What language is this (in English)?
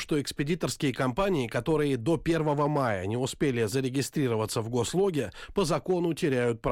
Russian